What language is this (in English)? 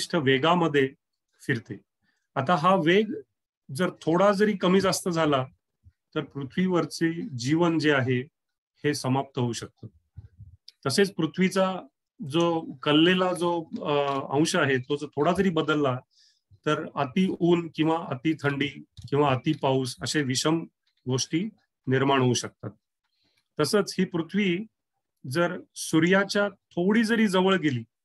Marathi